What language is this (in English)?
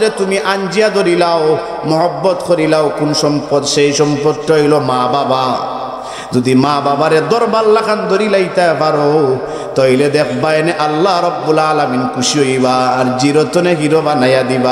Sylheti